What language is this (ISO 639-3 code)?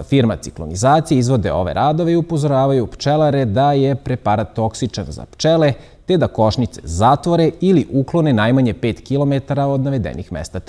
srp